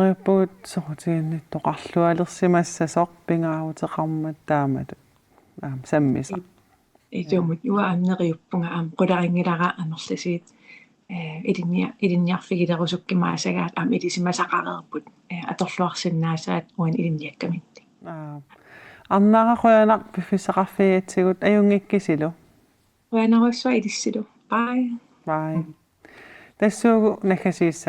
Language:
Kalaallisut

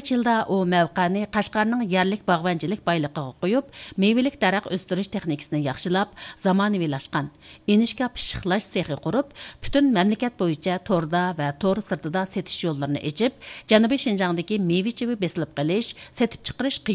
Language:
Uyghur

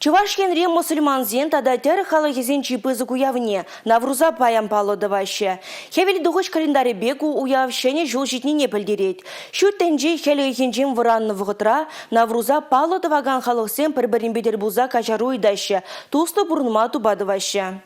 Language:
Chuvash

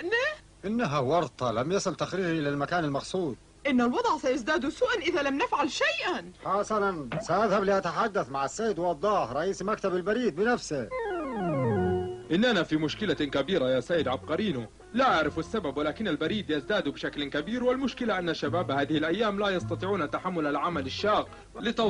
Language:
Arabic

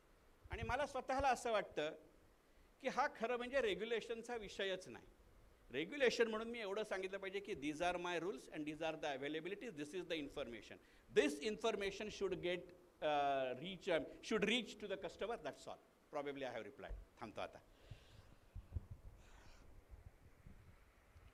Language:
Marathi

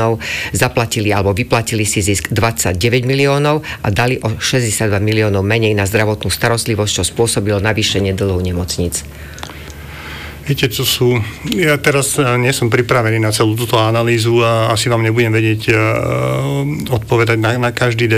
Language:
Slovak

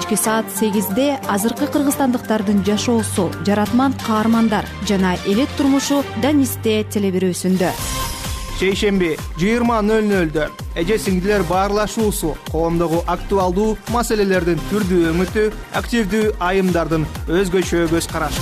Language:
Kyrgyz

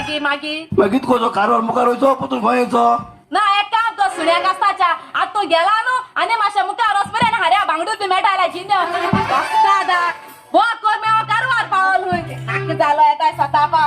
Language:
Konkani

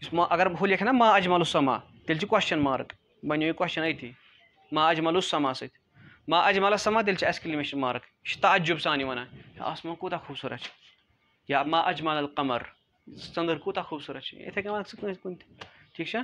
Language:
Kashmiri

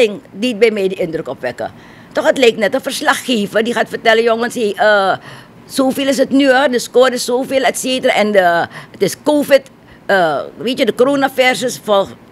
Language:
Dutch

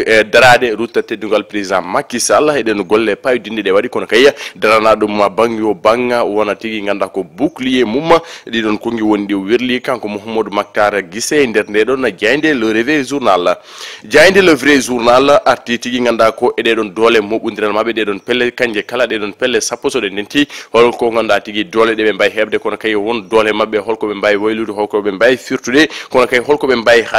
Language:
Fula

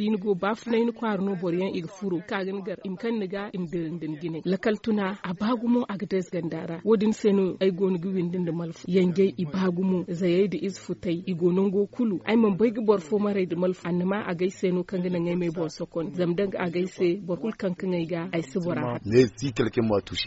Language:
Zarma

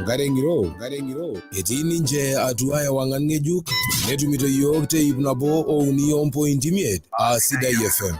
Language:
Masai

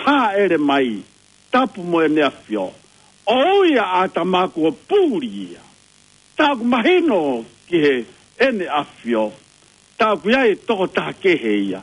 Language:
Tongan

